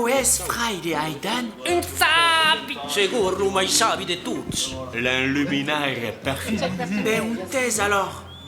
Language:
Occitan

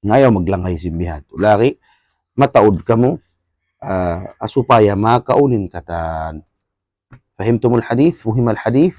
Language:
Tausug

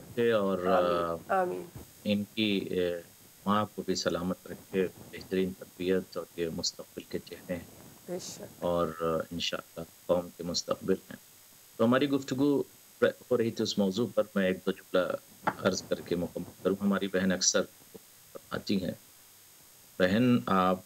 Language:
Urdu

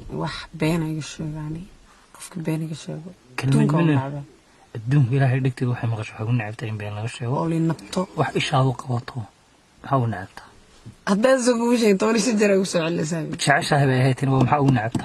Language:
Somali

